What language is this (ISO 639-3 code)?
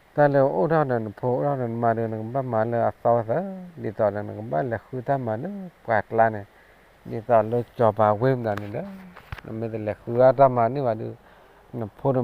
ksw